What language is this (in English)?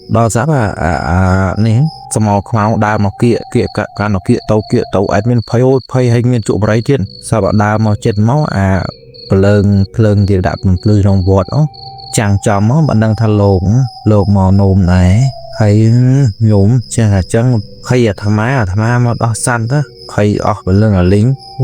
Khmer